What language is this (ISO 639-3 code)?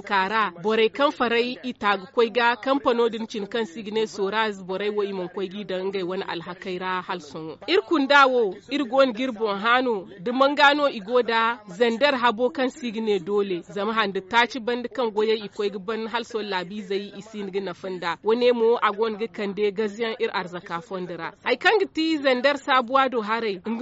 dje